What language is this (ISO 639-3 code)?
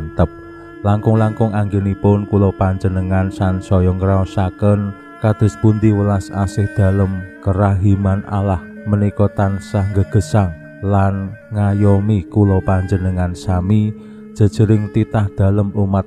jav